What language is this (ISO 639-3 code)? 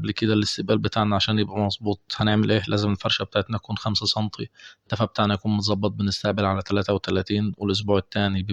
arz